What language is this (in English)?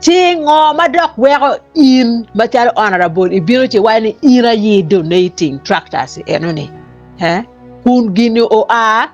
Acoli